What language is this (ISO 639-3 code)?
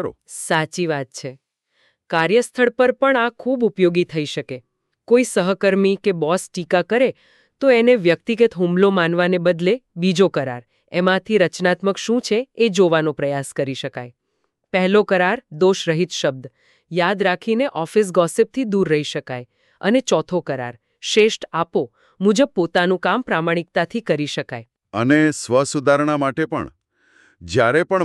guj